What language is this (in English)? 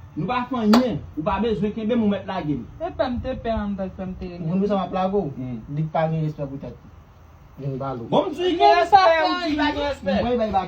Haitian Creole